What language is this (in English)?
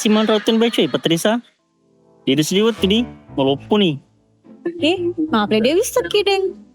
Buginese